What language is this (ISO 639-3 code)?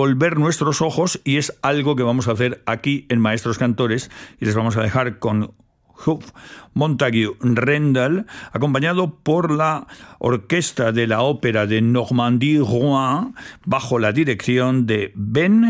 spa